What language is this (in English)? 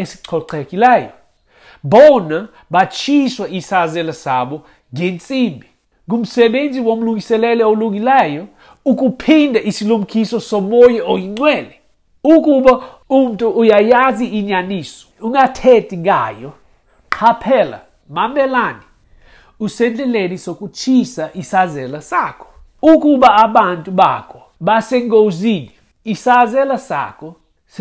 Xhosa